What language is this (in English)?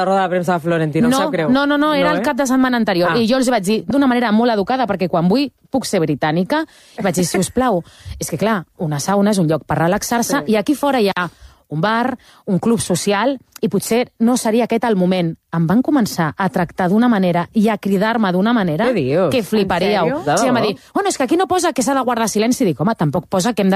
Catalan